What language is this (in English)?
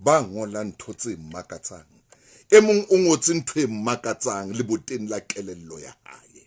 Southern Sotho